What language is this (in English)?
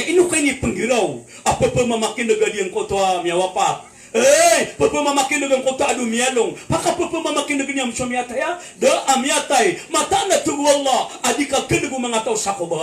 Maranao